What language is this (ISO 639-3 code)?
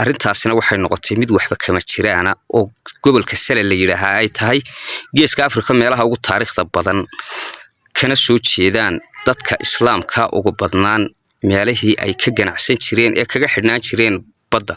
som